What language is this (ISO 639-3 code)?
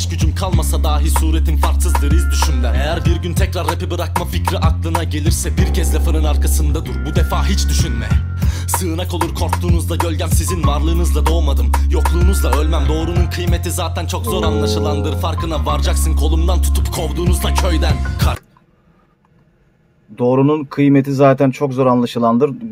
tur